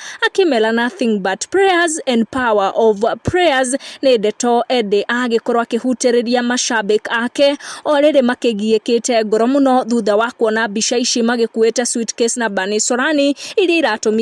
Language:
Kikuyu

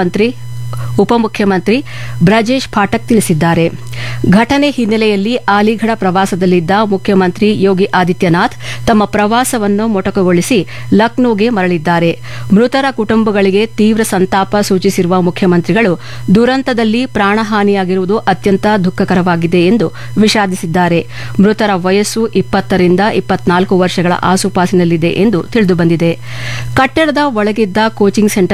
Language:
Kannada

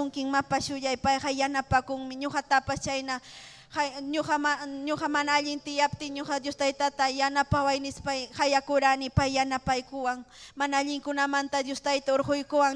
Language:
Ayacucho Quechua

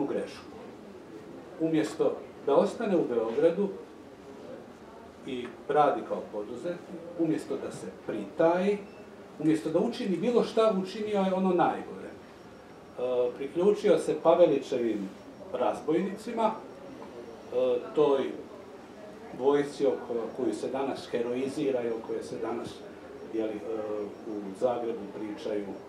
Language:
Croatian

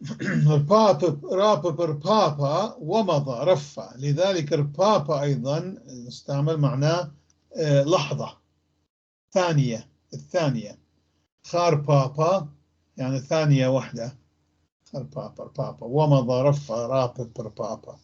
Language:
North Levantine Arabic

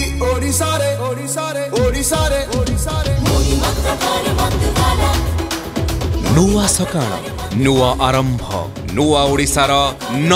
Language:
Odia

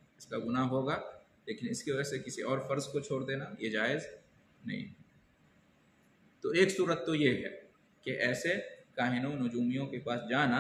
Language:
Urdu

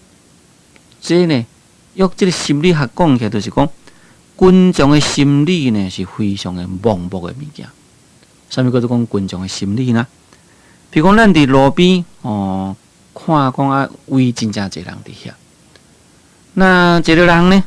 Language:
Min Nan Chinese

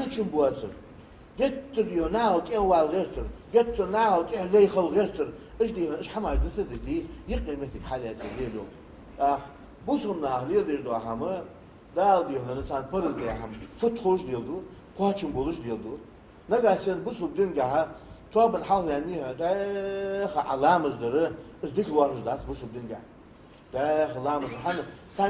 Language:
Ingush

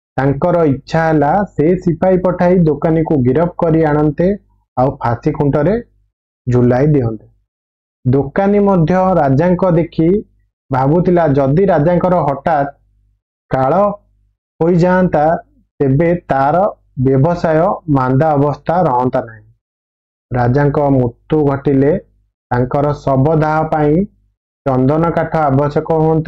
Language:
Odia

